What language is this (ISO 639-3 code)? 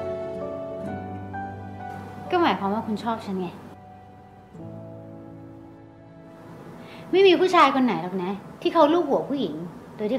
tha